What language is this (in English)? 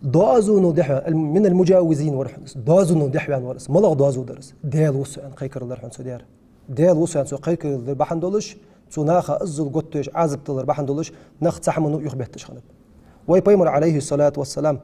Ingush